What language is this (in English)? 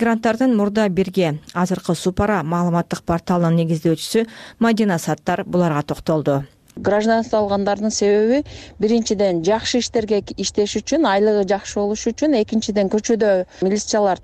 Kyrgyz